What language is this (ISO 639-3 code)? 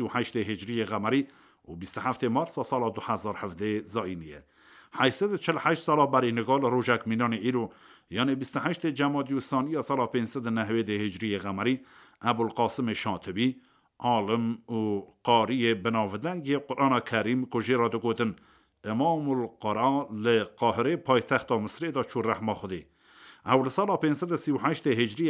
kur